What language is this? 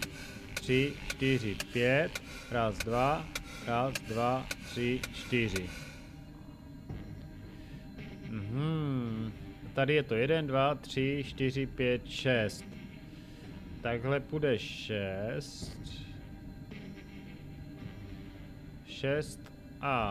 Czech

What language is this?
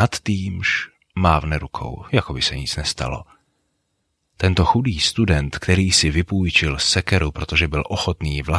Czech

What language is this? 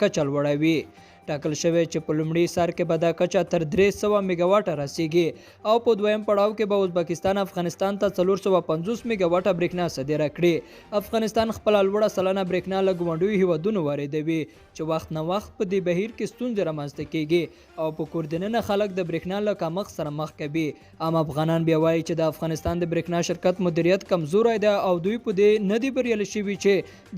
Pashto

